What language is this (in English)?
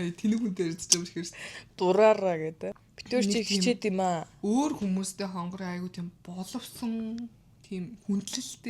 Mongolian